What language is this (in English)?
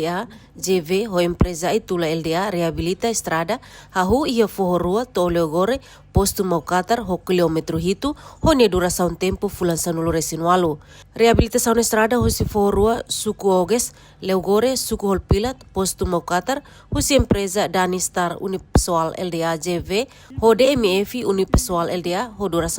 Tetum